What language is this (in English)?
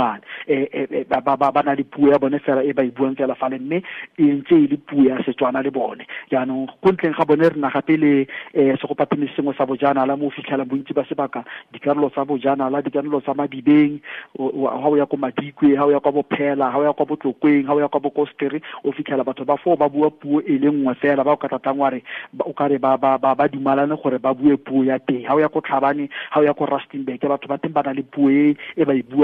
Tswana